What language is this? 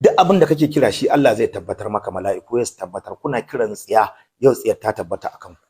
Hausa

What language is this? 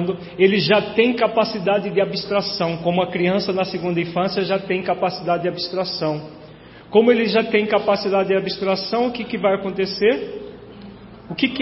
Portuguese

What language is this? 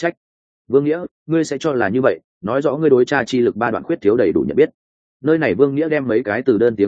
Vietnamese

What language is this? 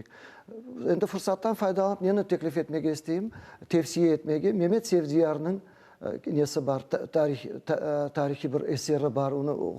Crimean Tatar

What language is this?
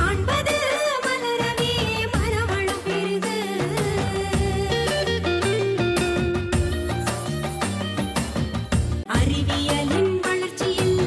Tamil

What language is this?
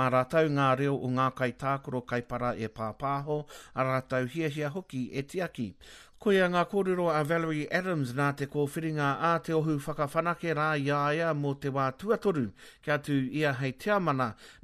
Māori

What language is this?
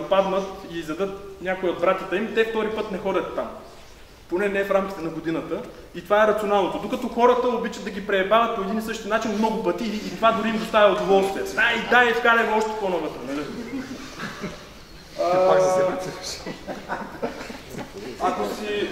Bulgarian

